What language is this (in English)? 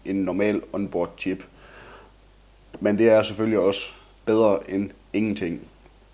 Danish